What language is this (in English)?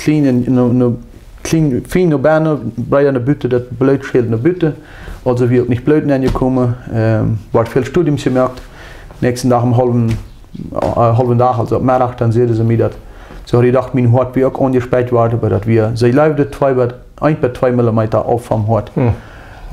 Plautdietsch